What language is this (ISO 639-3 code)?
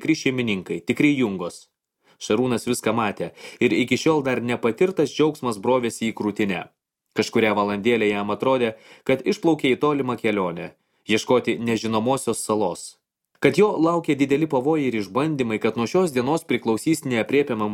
lit